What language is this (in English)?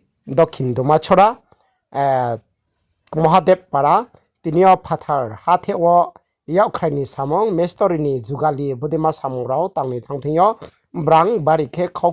Riang (India)